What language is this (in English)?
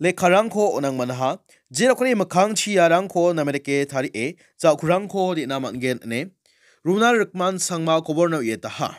Garo